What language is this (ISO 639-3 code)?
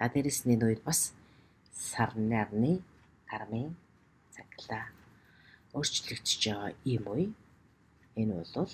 mon